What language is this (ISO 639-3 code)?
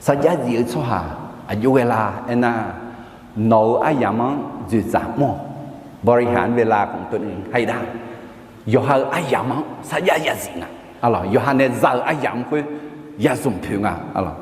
ahk